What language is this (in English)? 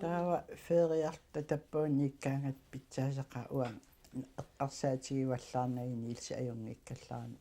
Kalaallisut